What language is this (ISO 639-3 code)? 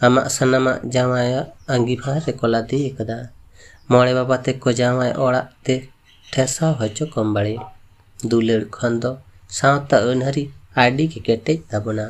sat